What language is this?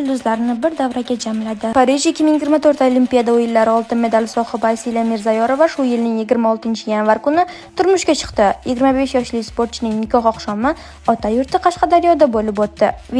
Uzbek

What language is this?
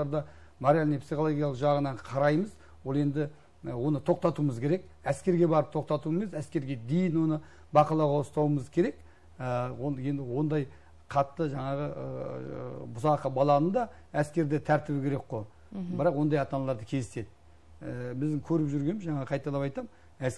Kazakh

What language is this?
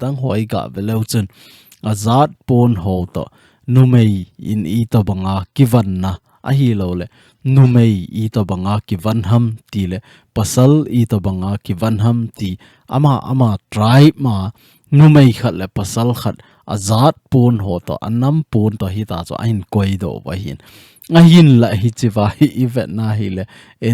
Thado Chin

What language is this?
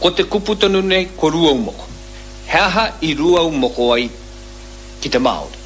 Māori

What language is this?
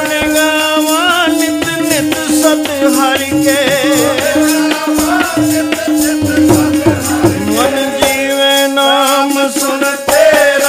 Punjabi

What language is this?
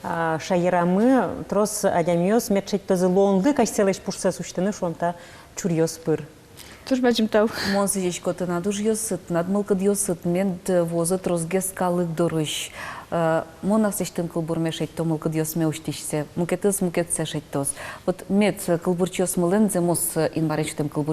Udmurt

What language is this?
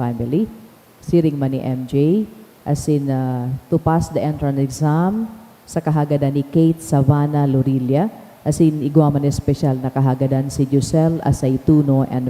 Bikol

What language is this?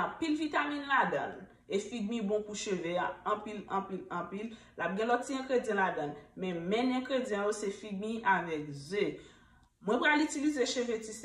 Haitian Creole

